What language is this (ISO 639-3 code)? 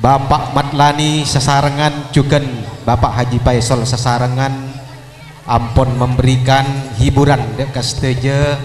mad